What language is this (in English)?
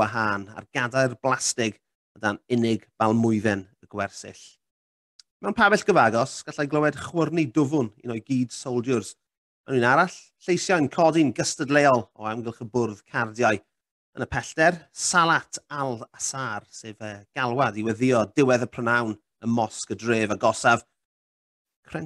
Welsh